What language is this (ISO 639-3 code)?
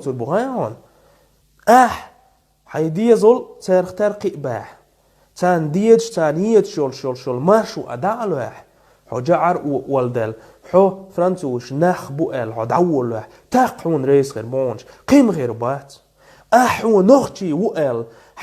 che